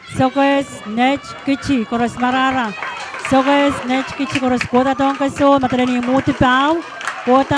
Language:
Pohnpeian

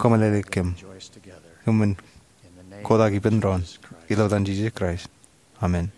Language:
Marshallese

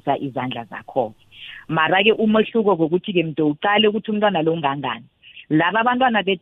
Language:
South Ndebele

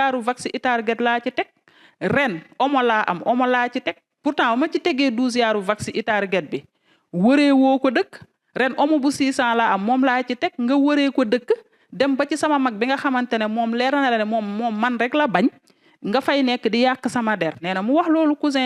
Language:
Wolof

